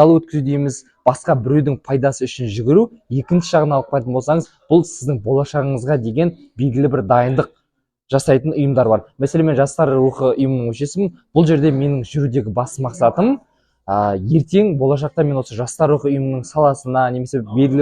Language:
Kazakh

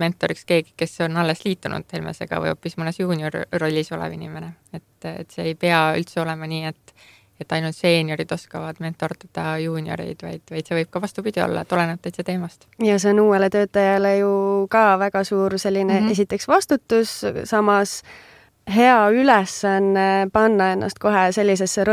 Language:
Estonian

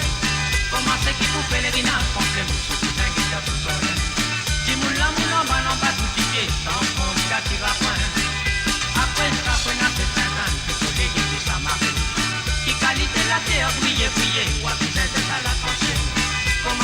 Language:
Morisyen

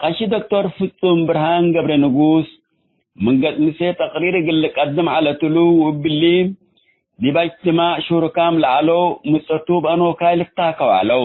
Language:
Tigre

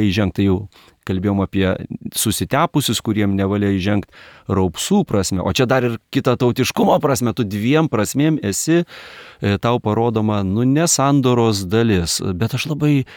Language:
Lithuanian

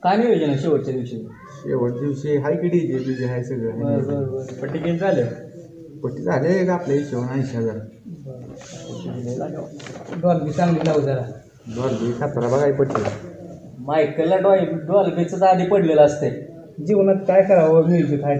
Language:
Marathi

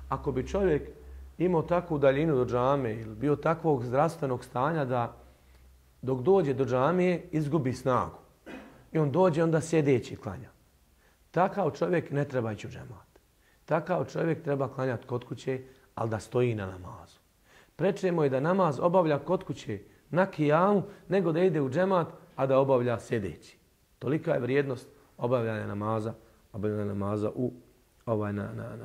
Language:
Bosnian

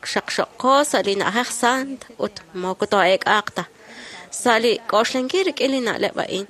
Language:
Kekchí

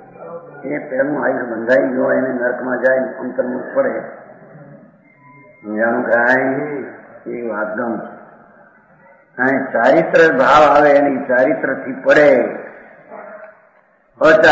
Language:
Gujarati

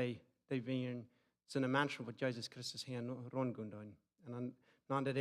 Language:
Plautdietsch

